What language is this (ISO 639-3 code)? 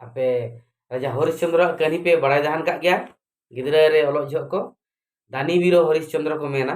sat